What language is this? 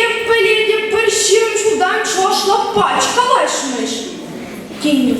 Chuvash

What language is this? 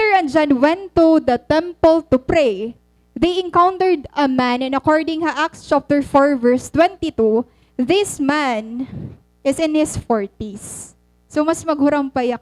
Waray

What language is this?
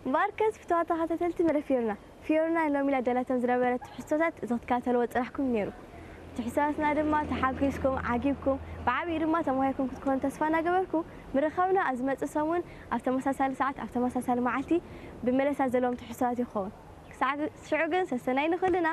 Tigrinya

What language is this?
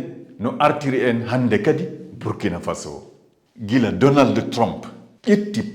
Fula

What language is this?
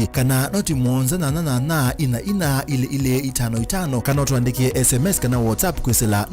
Kamba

